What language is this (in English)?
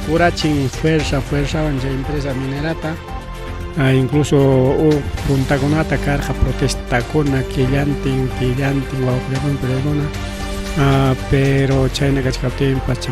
Ayacucho Quechua